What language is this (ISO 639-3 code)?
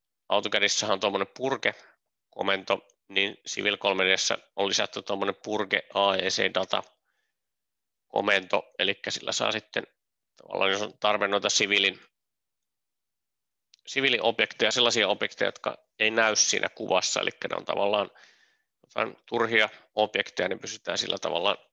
fin